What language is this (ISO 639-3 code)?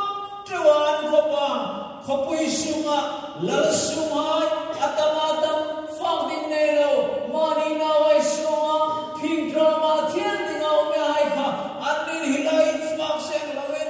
hmr